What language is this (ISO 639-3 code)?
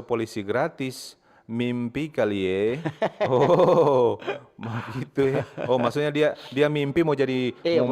xmm